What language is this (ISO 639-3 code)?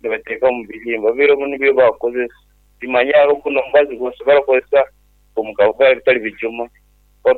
nyn